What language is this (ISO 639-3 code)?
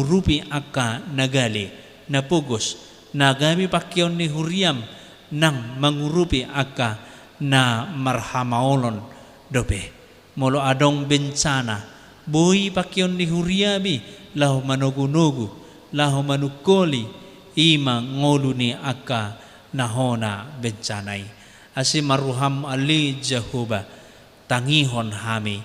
bbc